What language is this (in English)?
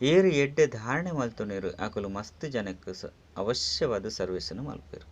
Tulu